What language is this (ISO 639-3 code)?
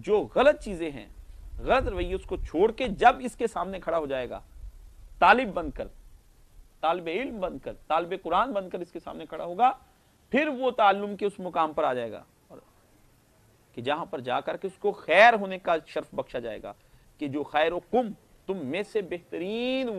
urd